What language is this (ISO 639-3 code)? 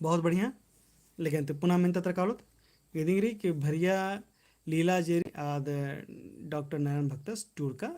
kru